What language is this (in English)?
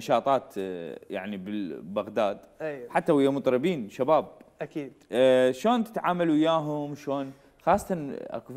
Mesopotamian Arabic